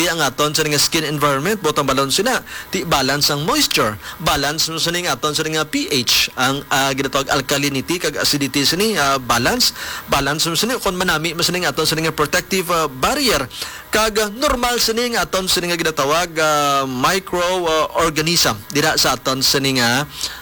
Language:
Hiligaynon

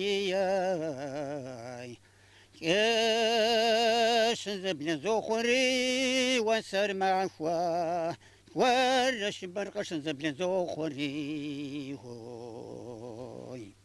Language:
Kabardian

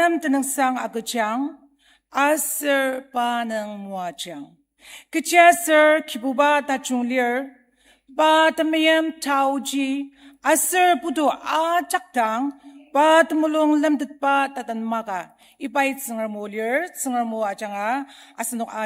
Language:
Ao Naga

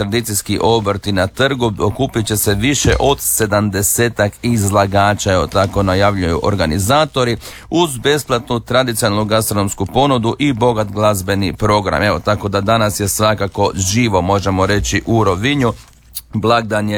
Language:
Croatian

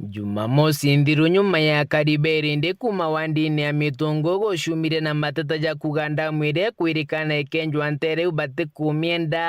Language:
Meru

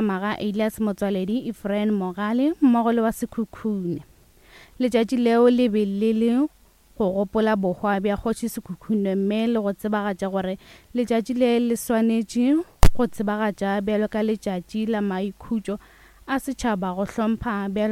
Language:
Northern Sotho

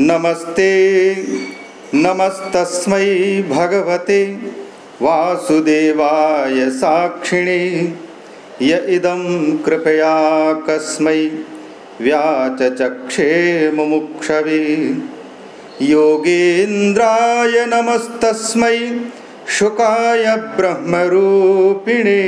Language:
Sanskrit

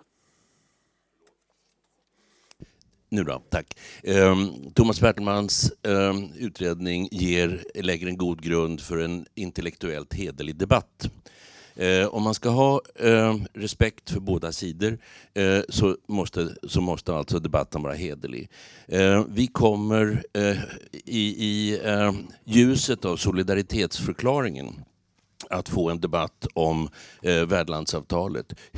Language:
Swedish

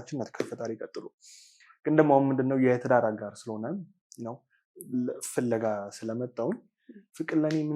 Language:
Amharic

